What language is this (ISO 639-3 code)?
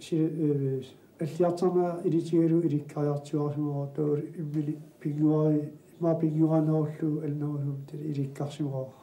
kal